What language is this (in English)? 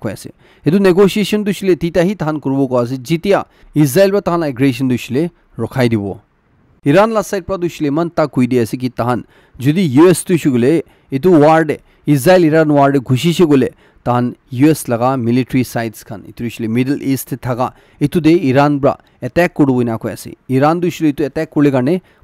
Naga Pidgin